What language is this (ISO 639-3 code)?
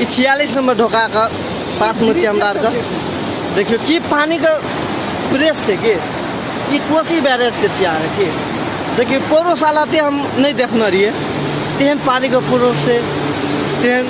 mai